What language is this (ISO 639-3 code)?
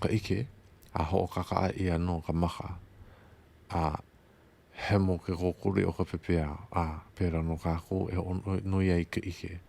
haw